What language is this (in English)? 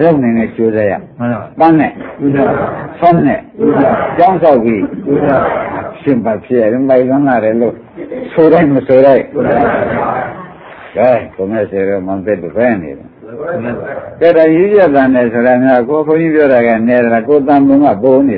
Burmese